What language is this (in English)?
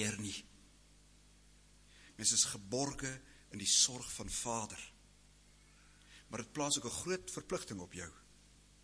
Afrikaans